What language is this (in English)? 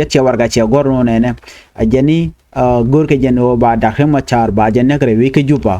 Nuer